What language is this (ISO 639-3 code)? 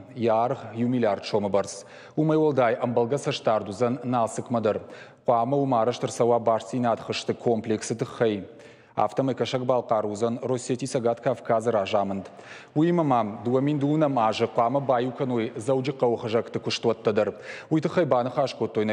oss